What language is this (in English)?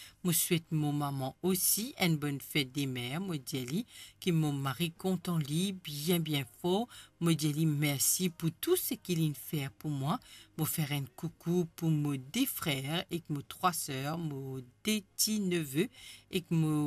Morisyen